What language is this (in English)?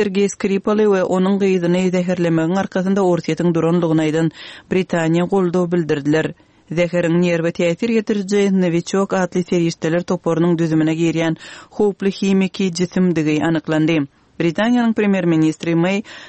Turkmen